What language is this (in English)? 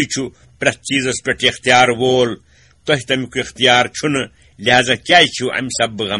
Kashmiri